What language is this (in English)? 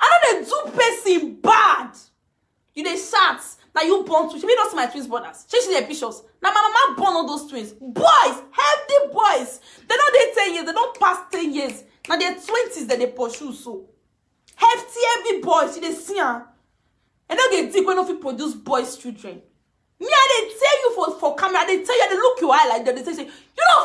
Nigerian Pidgin